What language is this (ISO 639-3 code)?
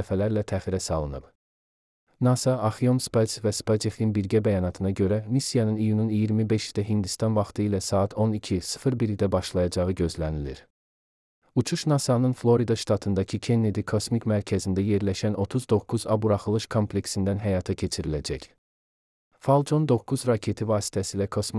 aze